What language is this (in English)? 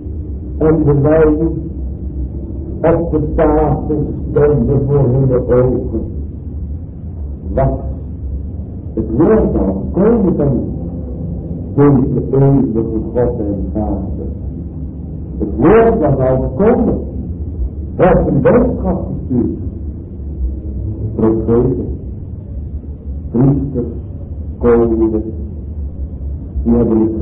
Dutch